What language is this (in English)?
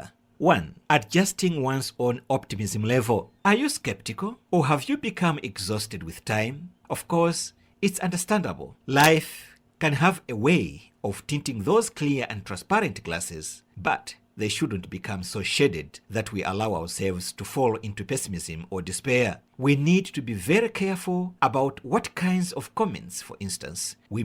English